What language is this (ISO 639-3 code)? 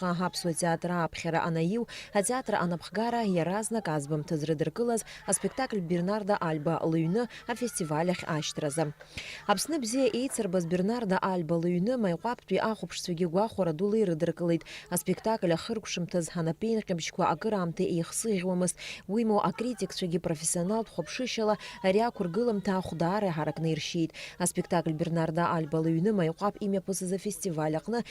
abk